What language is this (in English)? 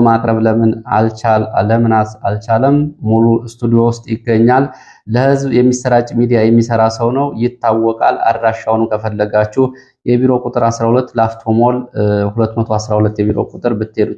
Amharic